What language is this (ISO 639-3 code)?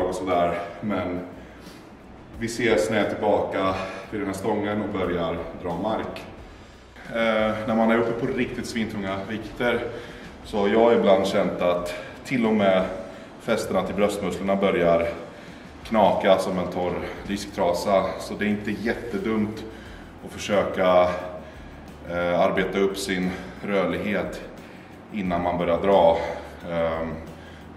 swe